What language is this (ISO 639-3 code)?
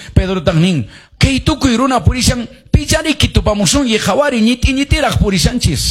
que